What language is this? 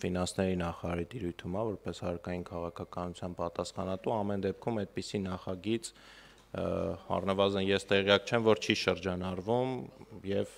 Armenian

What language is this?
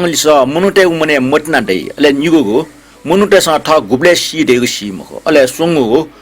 Newari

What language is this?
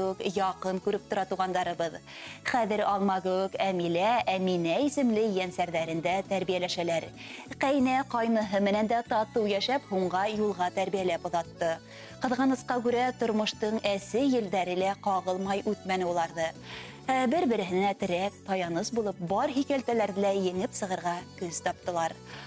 Bashkir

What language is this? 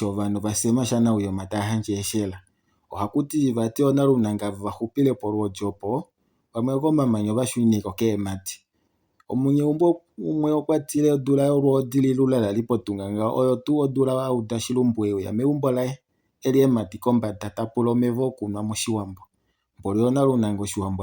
Kuanyama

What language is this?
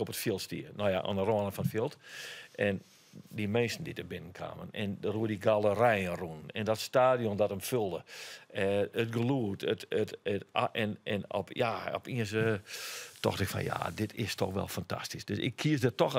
Western Frisian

